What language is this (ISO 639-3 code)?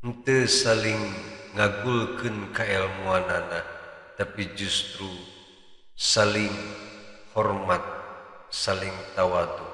sun